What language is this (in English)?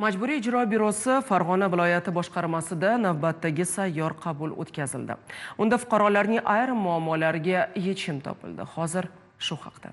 Uzbek